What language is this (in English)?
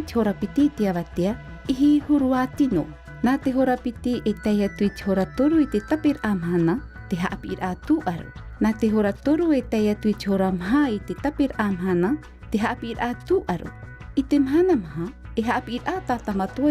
Tahitian